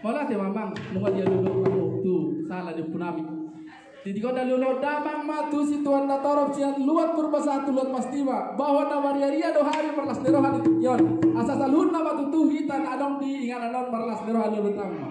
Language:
Batak Toba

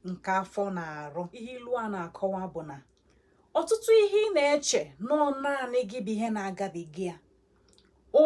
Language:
Igbo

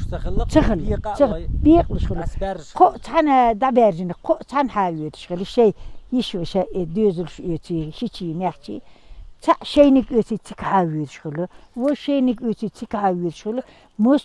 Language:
Chechen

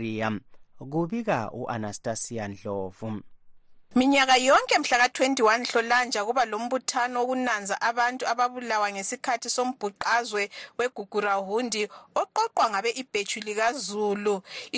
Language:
North Ndebele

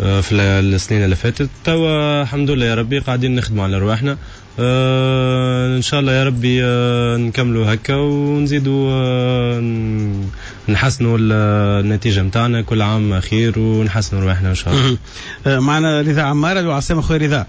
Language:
Tunisian Arabic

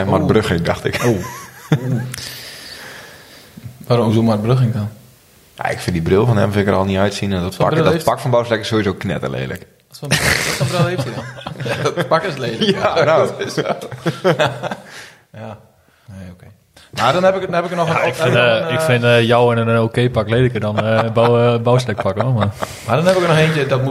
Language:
Dutch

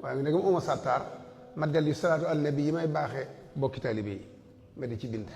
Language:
Wolof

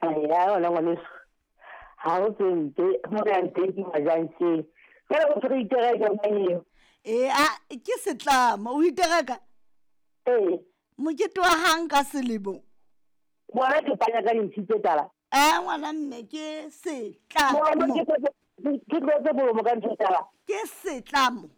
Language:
Southern Sotho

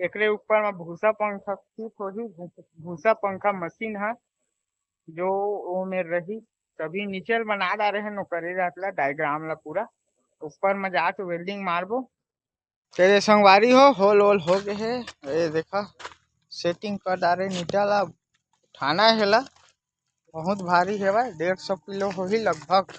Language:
Chhattisgarhi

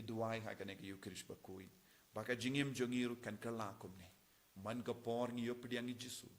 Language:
Khasi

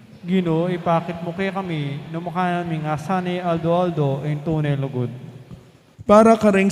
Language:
Pampanga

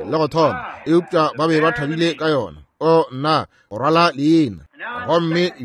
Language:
Northern Sotho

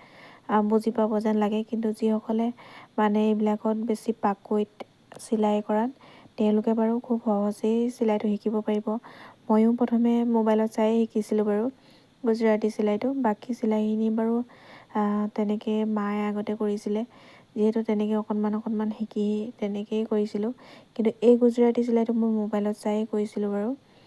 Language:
Assamese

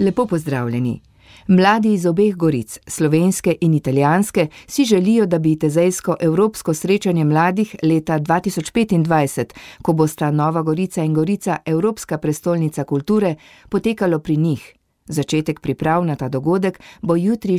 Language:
Slovenian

